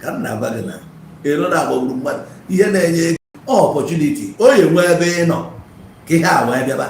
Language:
Igbo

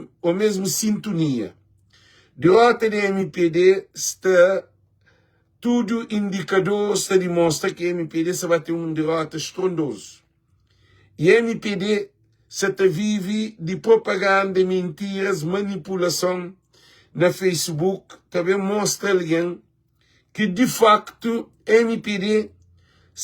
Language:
Kabuverdianu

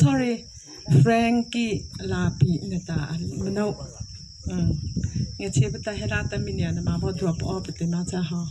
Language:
Mara Chin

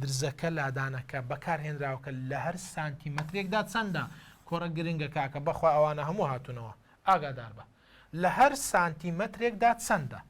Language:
Central Kurdish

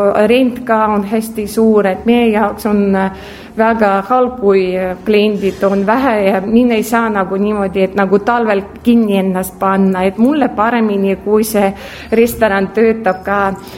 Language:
Estonian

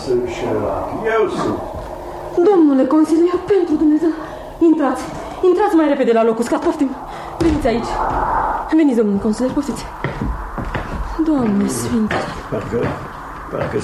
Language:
Romanian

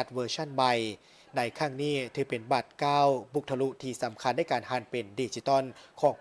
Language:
Lao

